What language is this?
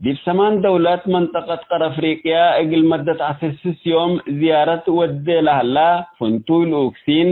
Tigre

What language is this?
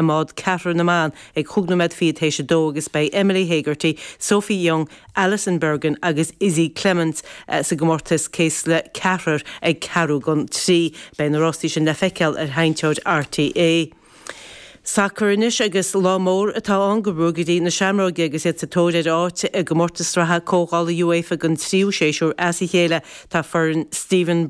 Irish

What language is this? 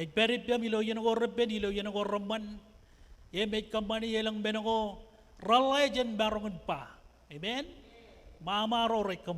Marshallese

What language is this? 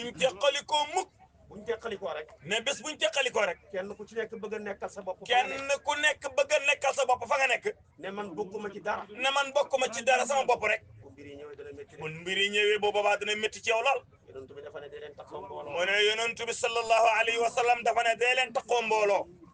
Wolof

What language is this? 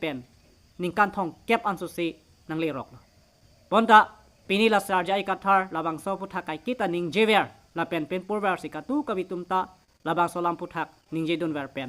Karbi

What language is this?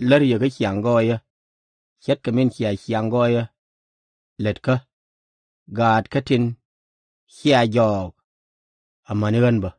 Nuer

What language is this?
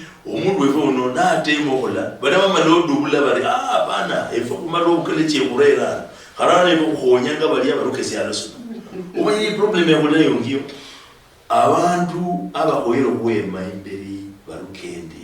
Luyia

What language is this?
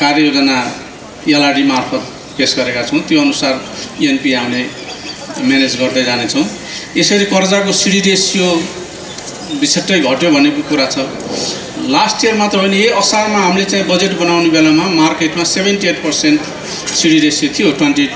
Nepali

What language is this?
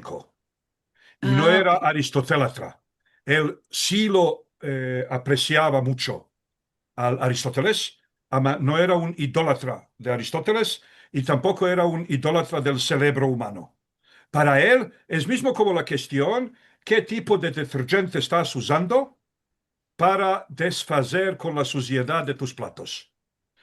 Ladino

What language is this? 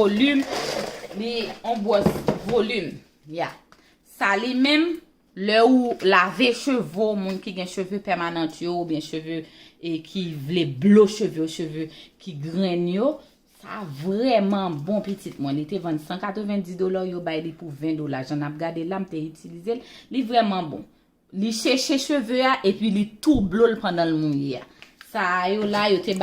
Haitian Creole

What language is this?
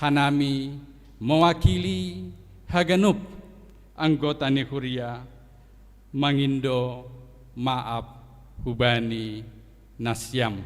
Batak Simalungun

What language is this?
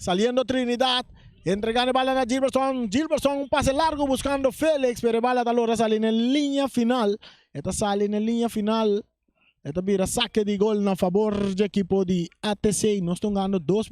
Papiamento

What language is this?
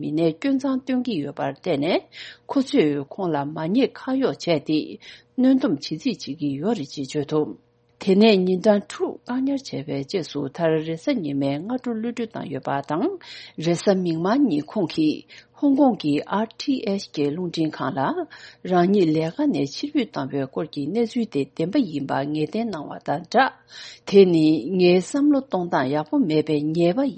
Tibetan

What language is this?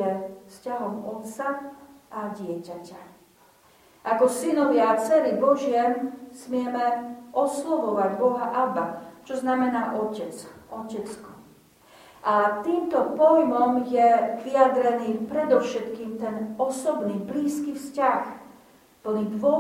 Slovak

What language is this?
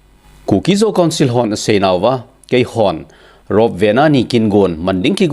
Thado Chin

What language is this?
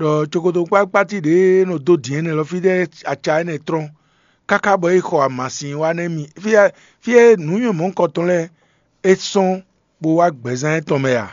Fon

